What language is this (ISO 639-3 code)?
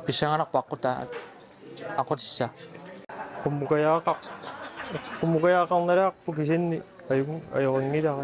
kal